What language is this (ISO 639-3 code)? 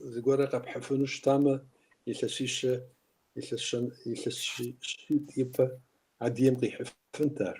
kbd